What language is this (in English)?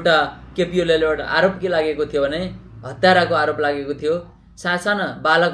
Nepali